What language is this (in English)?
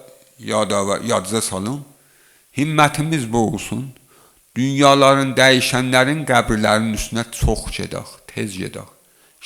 Azerbaijani